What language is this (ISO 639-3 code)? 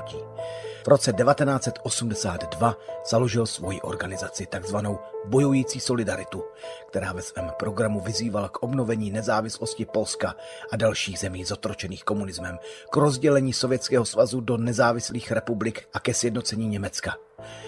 ces